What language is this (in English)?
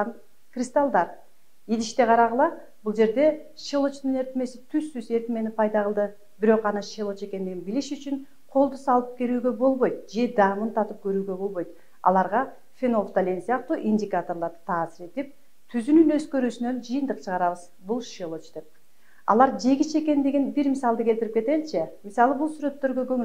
Kyrgyz